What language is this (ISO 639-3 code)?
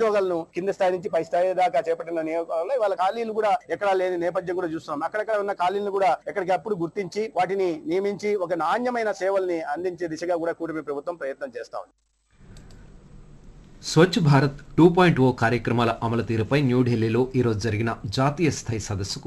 tel